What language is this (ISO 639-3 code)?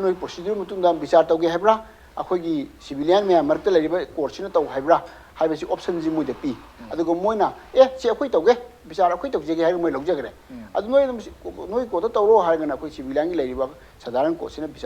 mni